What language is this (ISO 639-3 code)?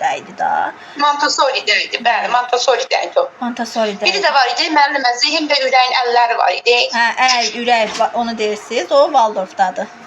aze